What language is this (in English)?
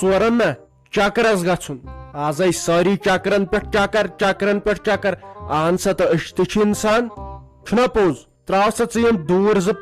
Kashmiri